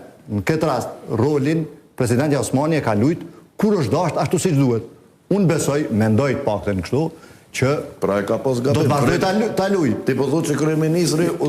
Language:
Albanian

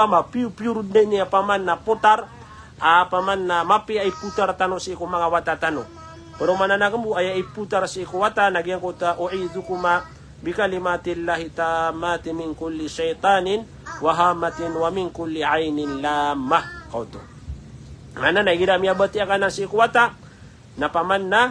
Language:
Maranao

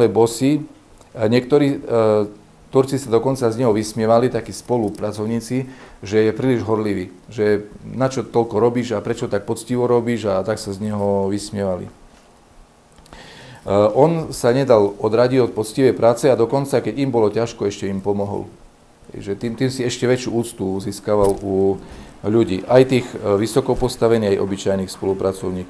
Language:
Slovak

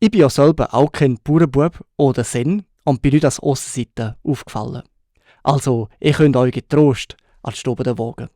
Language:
Swiss German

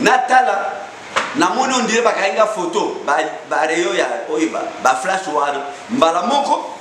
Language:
Lingala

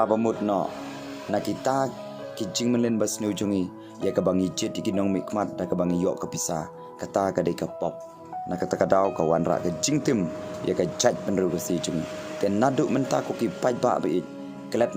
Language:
Khasi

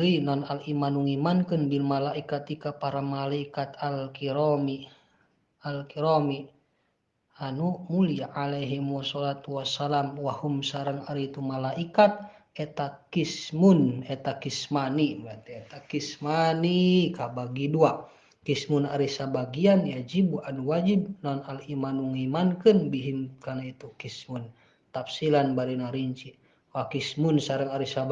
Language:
Sundanese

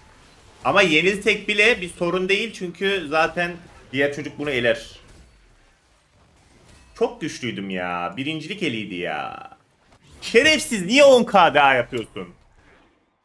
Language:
Turkish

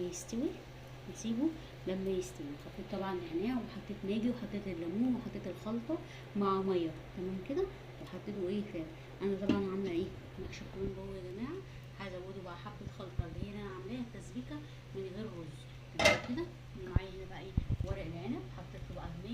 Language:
Egyptian Arabic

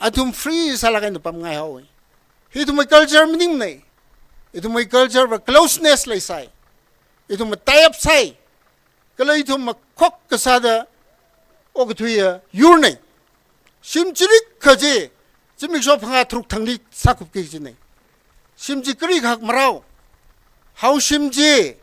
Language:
Tangkhul Naga (India)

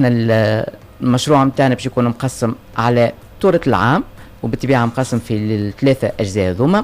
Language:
Tunisian Arabic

